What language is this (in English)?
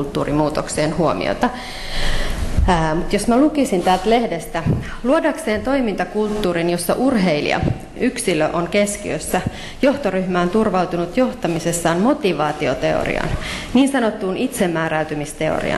Finnish